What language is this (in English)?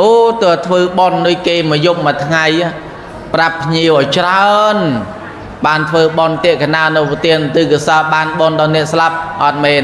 Khmer